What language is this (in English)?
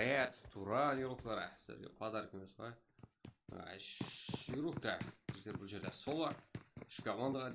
Kara-Kalpak